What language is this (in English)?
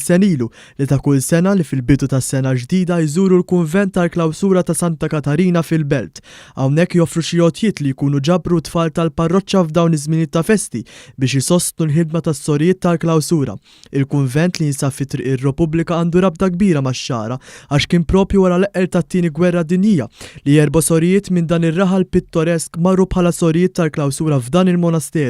Maltese